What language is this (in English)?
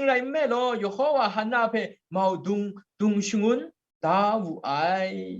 Kachin